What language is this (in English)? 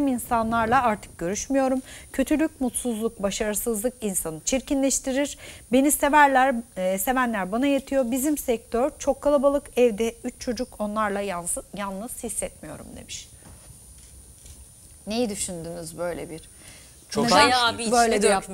Turkish